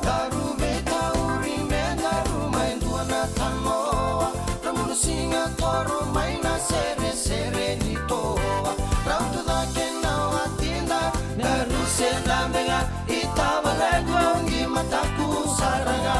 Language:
Fijian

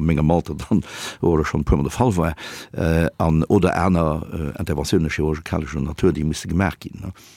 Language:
Luxembourgish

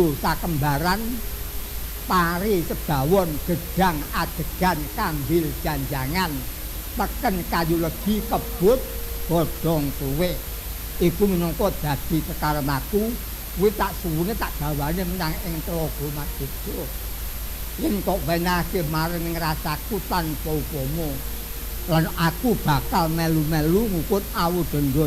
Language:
Javanese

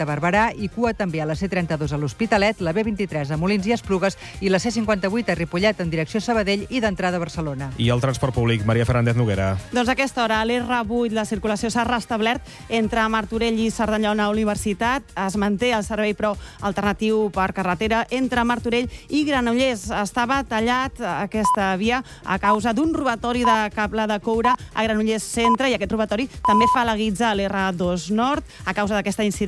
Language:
Catalan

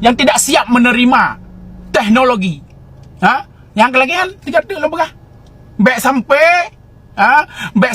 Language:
Achinese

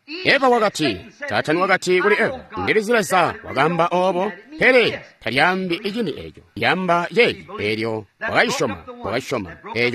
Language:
Tonga (Zambia)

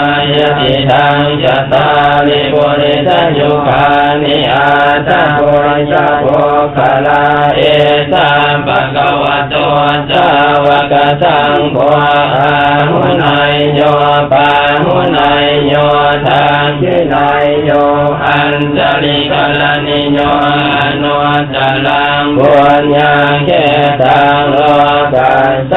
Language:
Pali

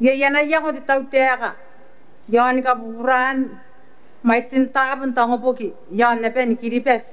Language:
Gilbertese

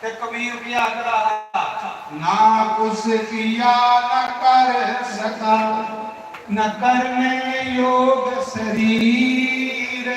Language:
Dogri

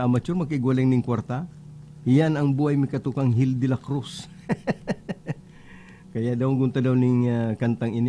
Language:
Bikol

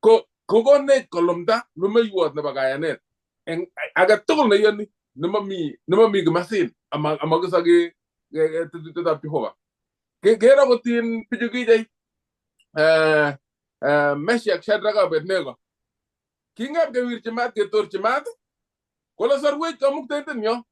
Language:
Kalenjin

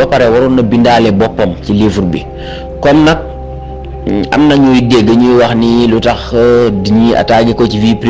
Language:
Wolof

